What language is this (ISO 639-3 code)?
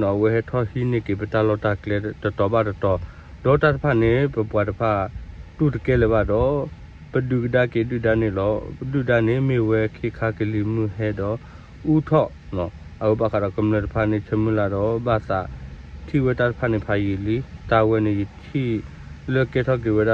ksw